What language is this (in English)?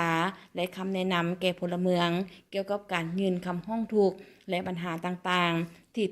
Lao